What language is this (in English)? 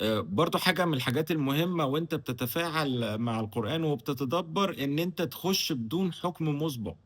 Egyptian Arabic